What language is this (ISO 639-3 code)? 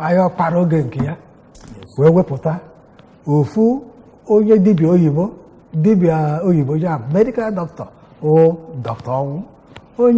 ibo